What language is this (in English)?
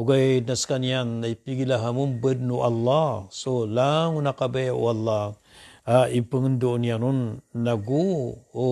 Maranao